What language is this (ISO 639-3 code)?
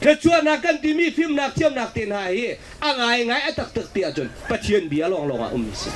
cnh